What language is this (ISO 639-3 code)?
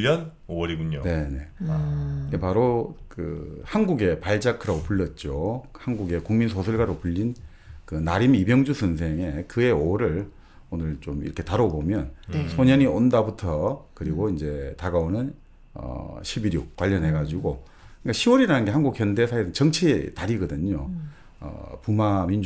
kor